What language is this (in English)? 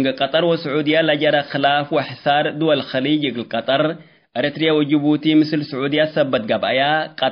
Tigre